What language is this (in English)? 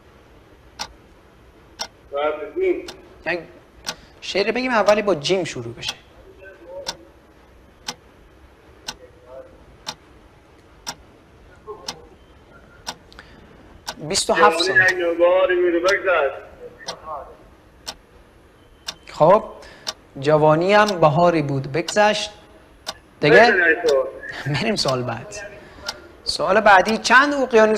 Persian